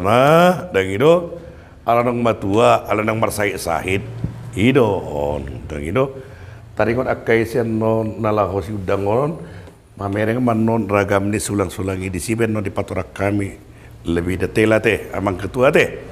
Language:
Batak Toba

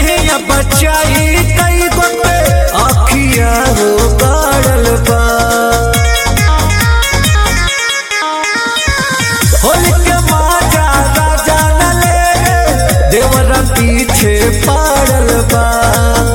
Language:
Bhojpuri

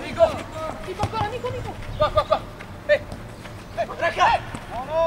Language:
Italian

